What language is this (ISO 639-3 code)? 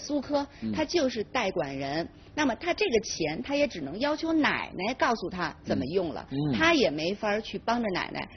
zho